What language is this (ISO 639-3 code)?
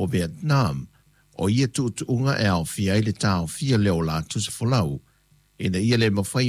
smo